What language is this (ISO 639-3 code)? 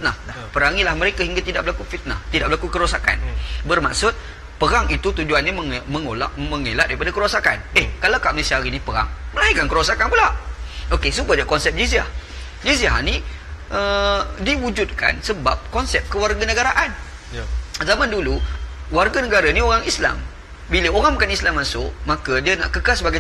msa